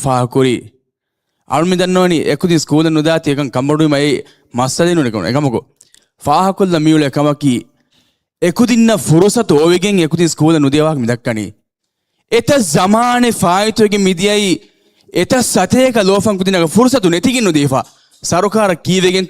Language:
Divehi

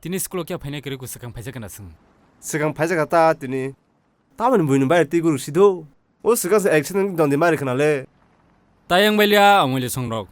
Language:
Kok Borok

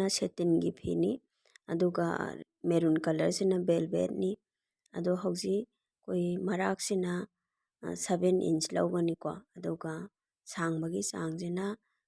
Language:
Manipuri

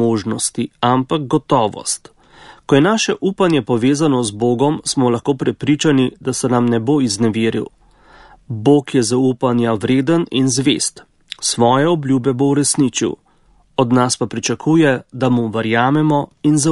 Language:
Slovenian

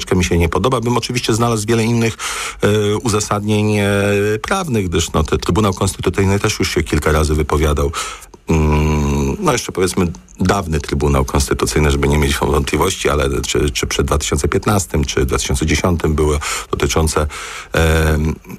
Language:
Polish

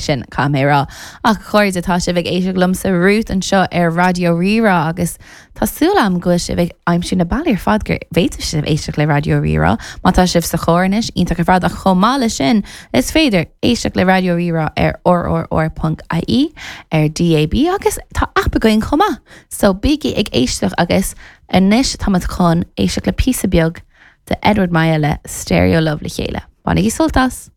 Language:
Irish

